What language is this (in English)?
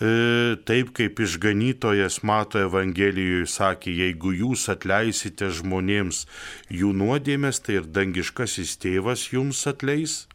Lithuanian